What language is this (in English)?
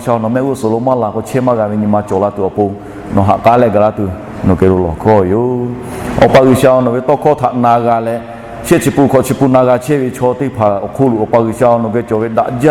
Lahu